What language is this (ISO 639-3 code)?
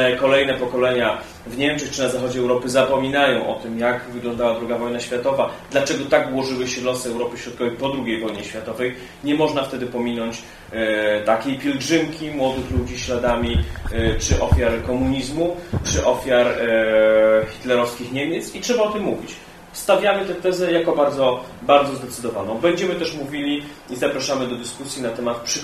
pol